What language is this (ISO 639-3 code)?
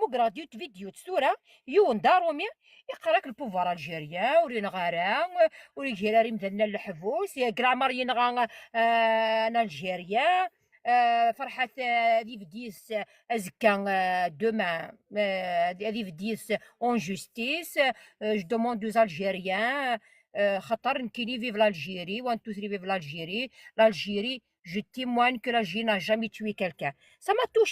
kab